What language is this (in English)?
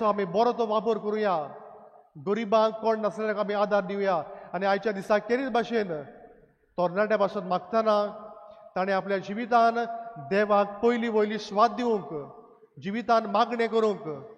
Konkani